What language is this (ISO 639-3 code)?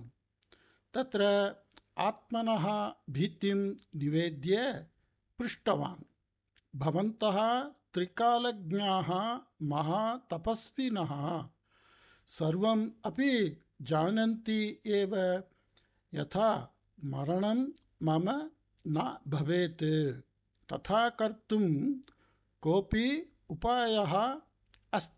san